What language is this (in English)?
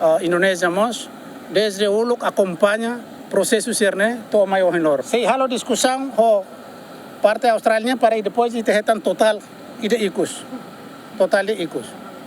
Tetum